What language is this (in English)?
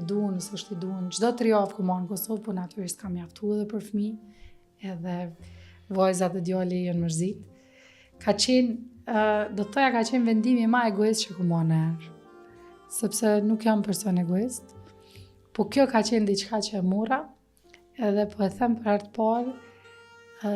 Albanian